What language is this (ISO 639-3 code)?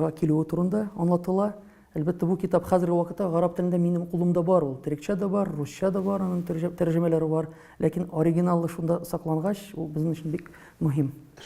tat